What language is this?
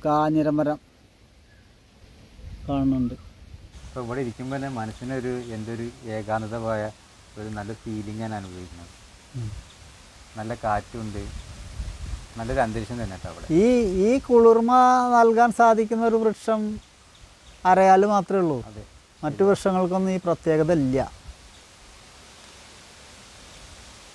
Malayalam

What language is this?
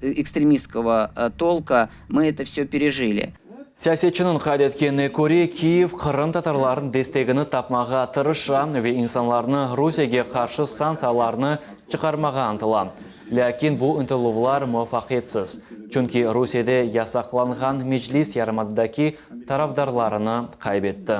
Crimean Tatar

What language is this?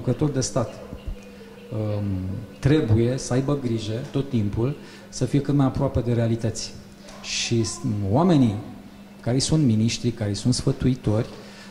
Romanian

